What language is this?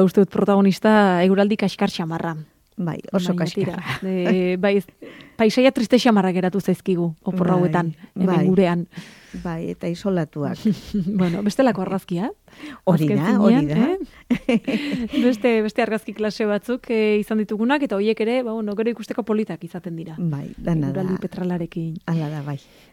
Basque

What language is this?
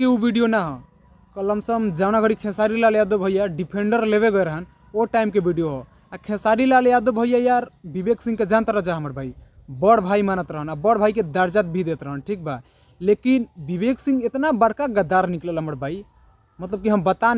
Bhojpuri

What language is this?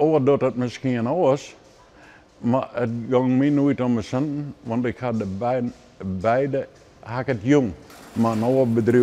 Western Frisian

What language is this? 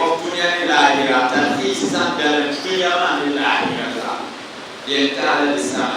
Dagbani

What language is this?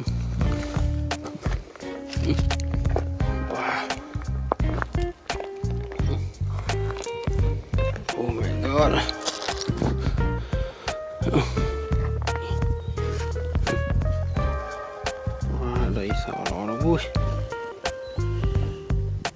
Malay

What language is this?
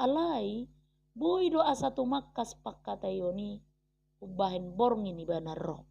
Batak Toba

